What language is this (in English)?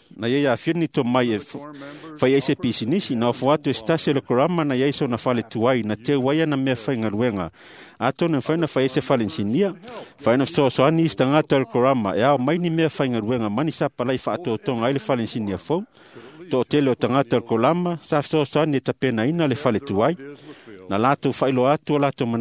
Samoan